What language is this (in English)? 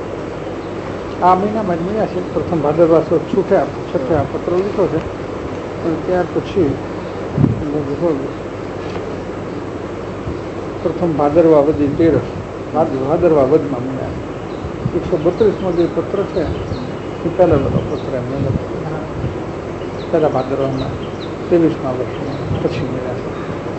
Gujarati